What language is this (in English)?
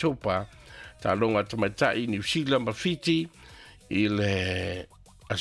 Samoan